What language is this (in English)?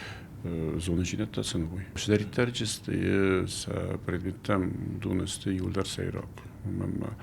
Ossetic